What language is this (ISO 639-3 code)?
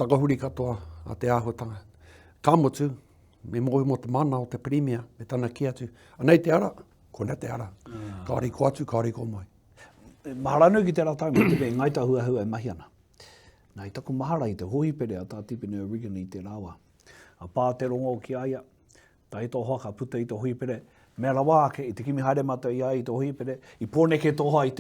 mri